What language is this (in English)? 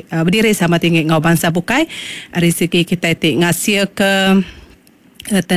Iban